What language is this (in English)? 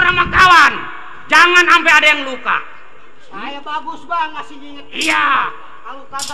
Betawi